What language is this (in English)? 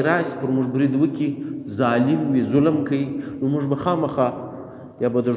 Pashto